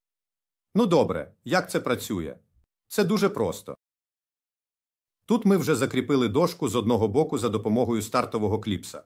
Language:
Ukrainian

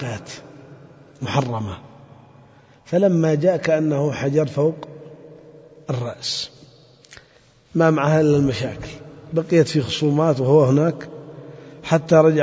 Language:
Arabic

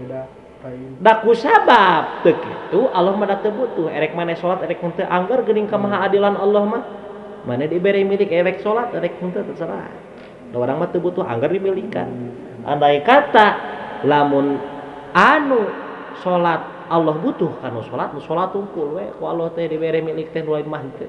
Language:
Sundanese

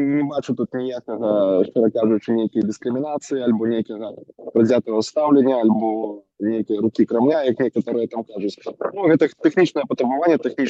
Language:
Belarusian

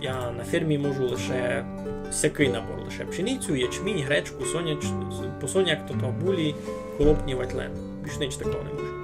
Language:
Rusyn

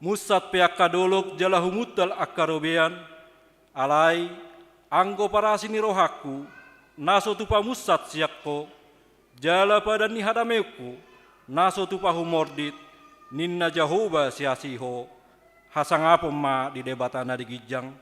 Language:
Batak Toba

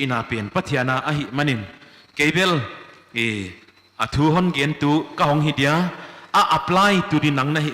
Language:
Paite Chin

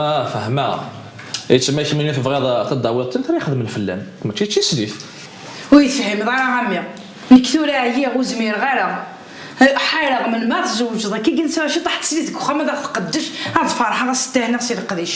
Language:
Kabyle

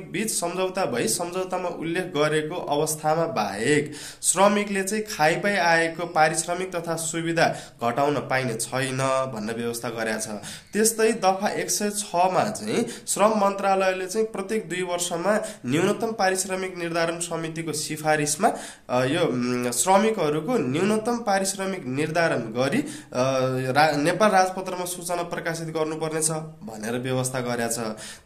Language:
Nepali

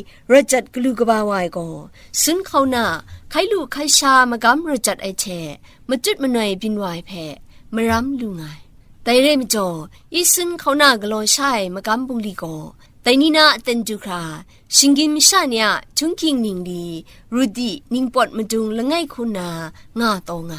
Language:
Kachin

